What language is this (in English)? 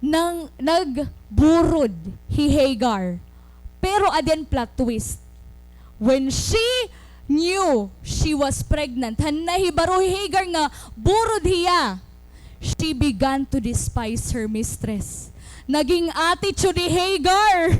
Waray